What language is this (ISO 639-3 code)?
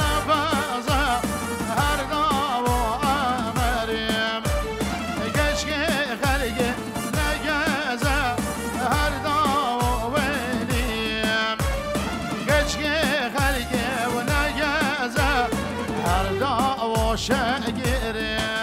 kur